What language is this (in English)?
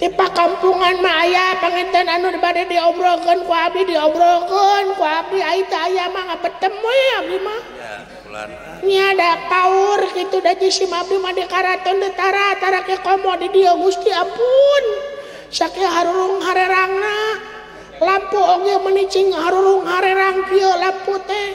Sundanese